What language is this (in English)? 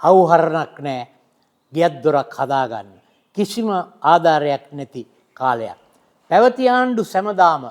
Sinhala